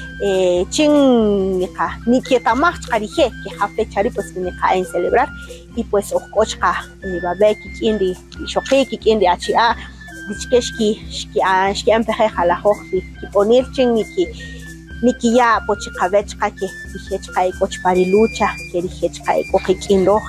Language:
Kaqchikel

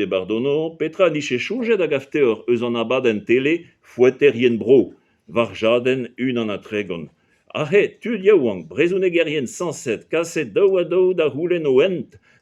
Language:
Breton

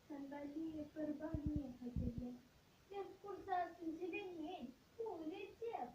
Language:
Chuvash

